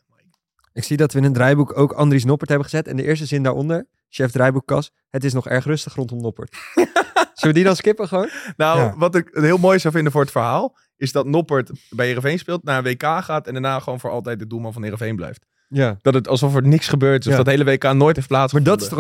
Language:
Dutch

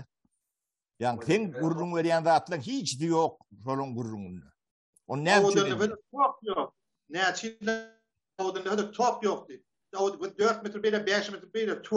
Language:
Turkmen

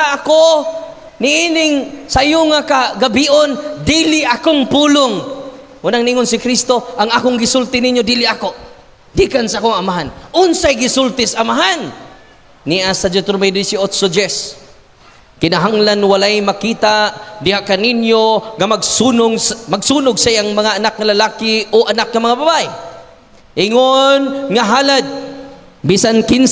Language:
Cebuano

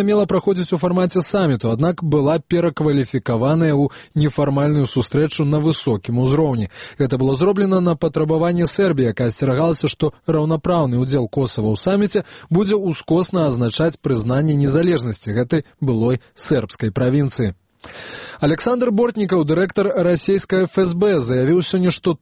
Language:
Belarusian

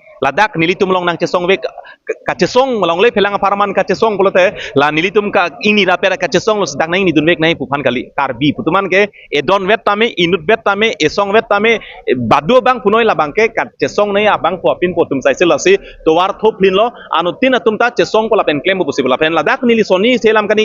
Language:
Karbi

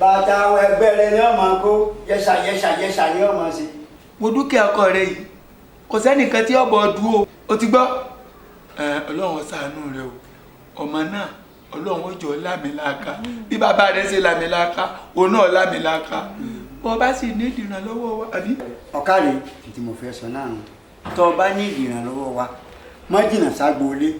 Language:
Yoruba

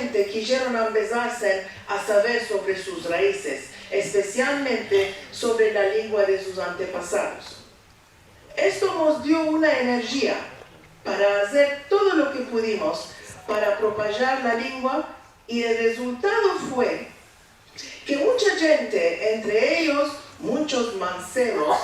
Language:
Ladino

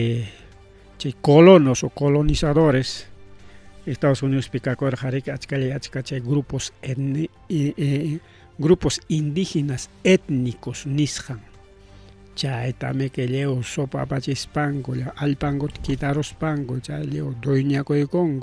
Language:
Ayacucho Quechua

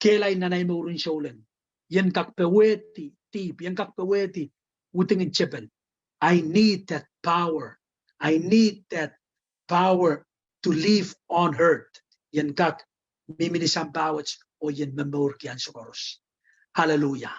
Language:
Pohnpeian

